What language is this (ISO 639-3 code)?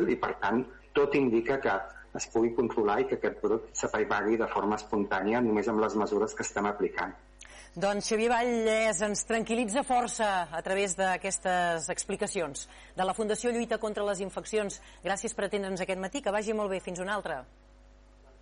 cat